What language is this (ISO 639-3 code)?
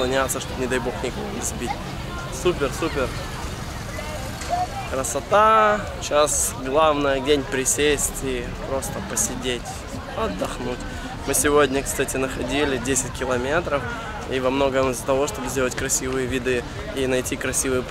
rus